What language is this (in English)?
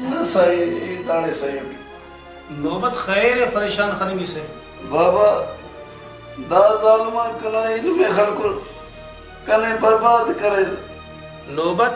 Brahui